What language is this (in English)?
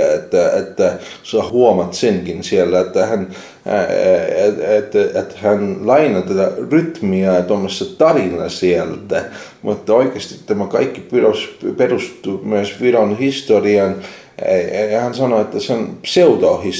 Finnish